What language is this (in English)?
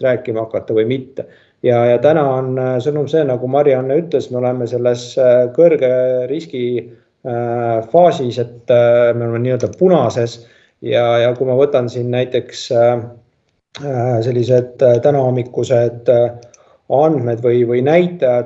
Estonian